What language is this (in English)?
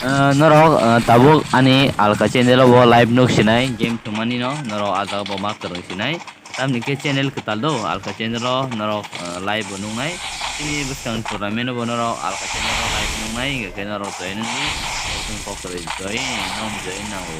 Kok Borok